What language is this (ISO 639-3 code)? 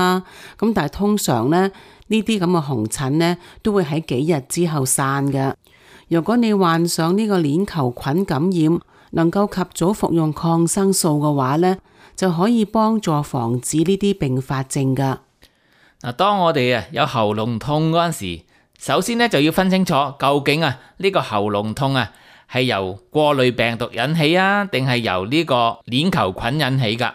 yue